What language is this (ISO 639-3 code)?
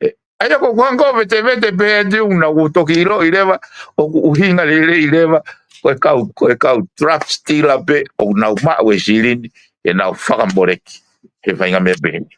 ton